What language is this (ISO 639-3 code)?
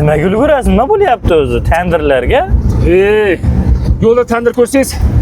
uzb